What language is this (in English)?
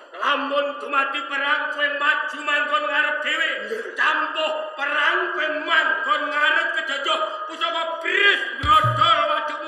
Javanese